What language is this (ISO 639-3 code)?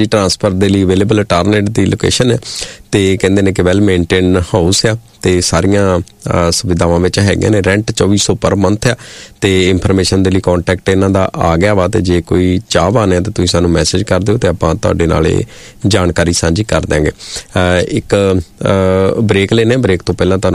pan